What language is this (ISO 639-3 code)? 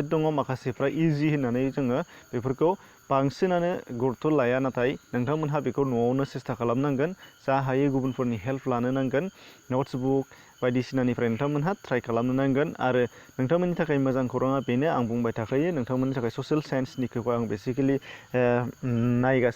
brx